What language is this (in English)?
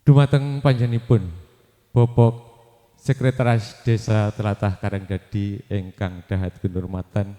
Javanese